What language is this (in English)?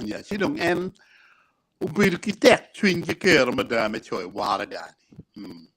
Acoli